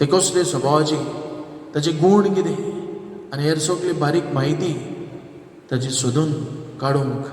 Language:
Konkani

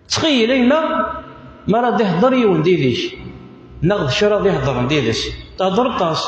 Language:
Kabyle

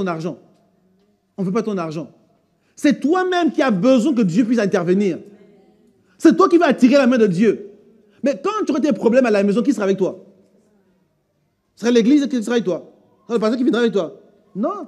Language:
French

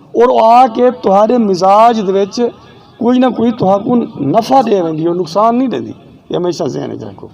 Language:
Saraiki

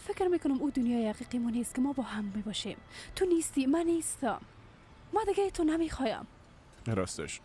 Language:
Persian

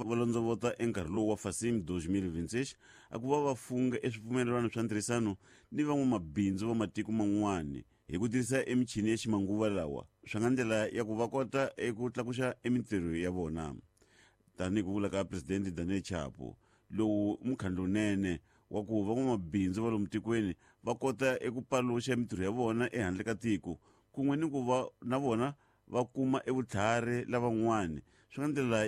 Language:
Tsonga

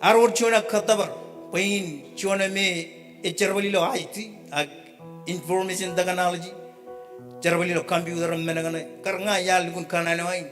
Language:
Marshallese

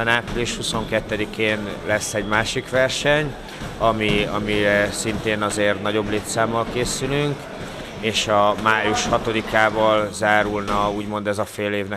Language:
Hungarian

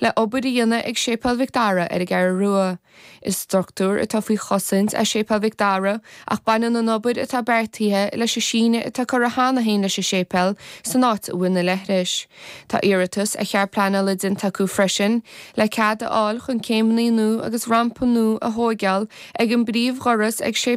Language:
Irish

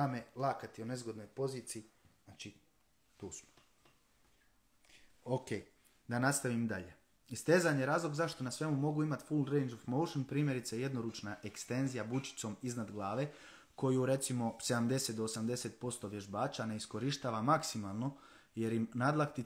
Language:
Croatian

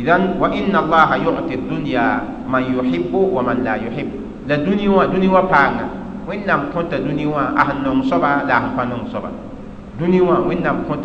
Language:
Mossi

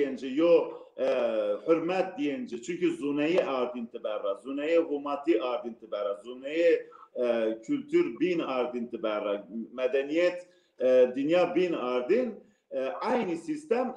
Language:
Zaza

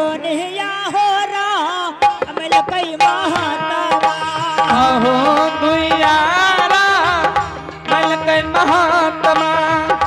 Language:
Angika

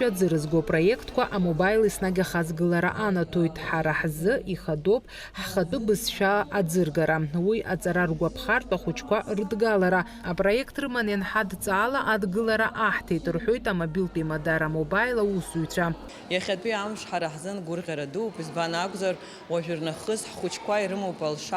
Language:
Abkhazian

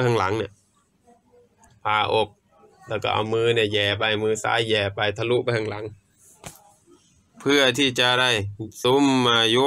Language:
Thai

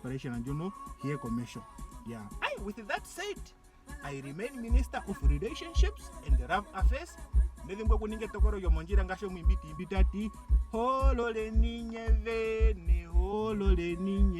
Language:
Ndonga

